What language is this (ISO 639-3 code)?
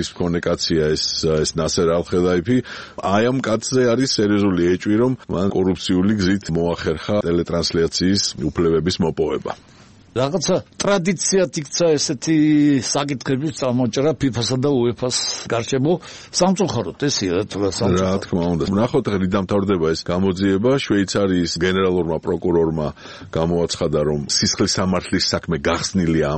kat